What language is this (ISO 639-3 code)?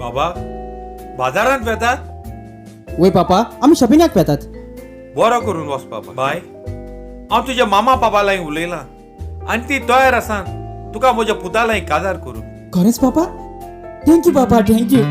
kok